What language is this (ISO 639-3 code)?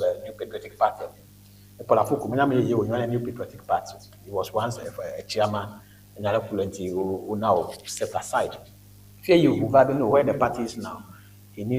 ewe